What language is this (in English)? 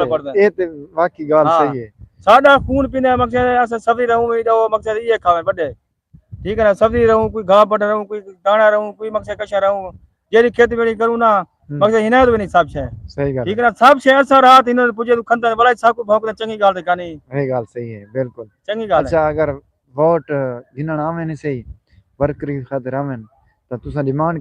Saraiki